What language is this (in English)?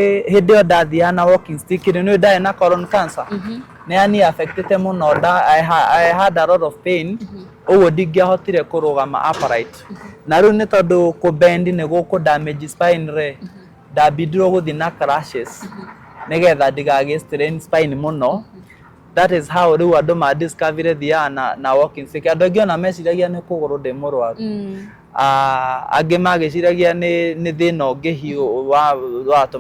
Kikuyu